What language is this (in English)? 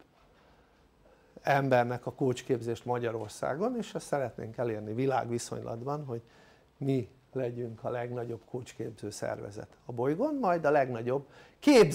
Hungarian